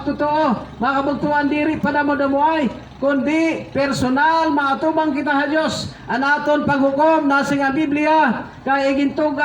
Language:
Waray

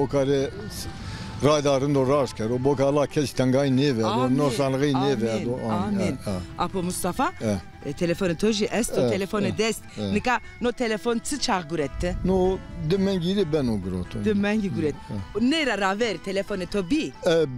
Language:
Zaza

